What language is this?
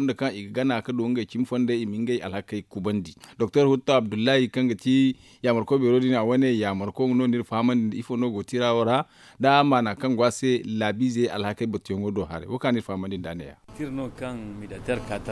Zarma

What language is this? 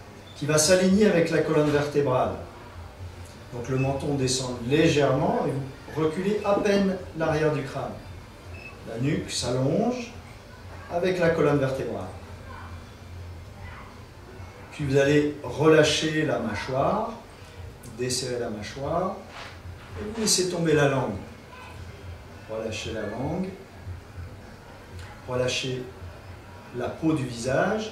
French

